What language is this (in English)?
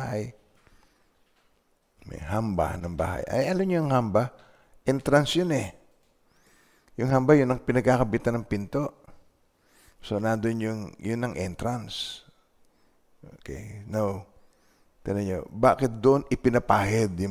Filipino